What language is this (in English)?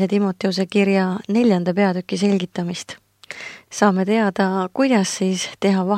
Estonian